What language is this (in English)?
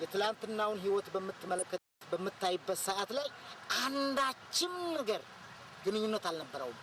Amharic